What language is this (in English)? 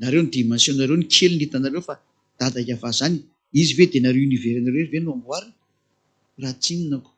Malagasy